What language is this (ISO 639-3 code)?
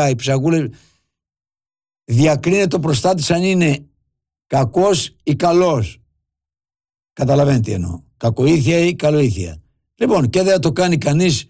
ell